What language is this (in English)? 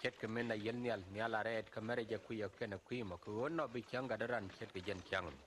Nuer